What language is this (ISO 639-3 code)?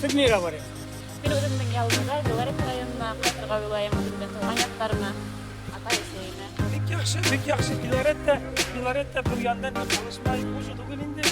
bak